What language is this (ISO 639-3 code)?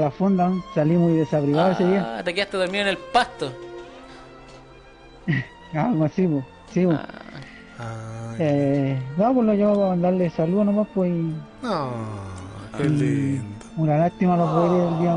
spa